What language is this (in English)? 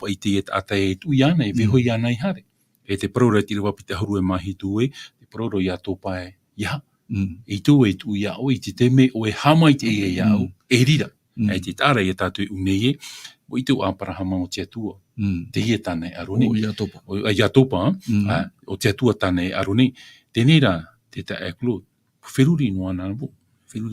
Tahitian